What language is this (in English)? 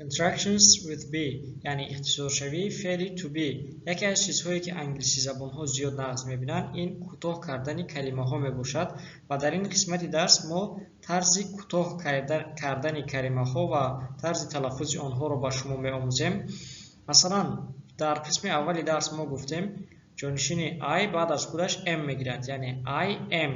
Tajik